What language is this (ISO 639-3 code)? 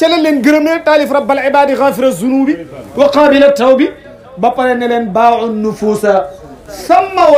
wol